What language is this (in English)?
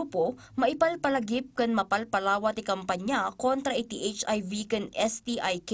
Iloko